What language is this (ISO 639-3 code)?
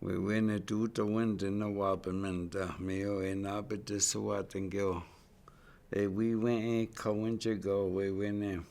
ciw